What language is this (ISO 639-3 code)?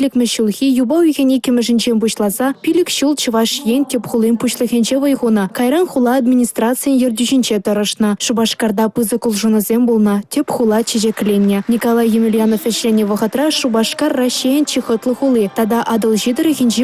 chv